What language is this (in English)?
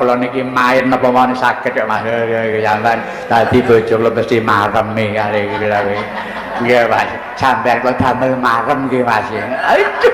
Javanese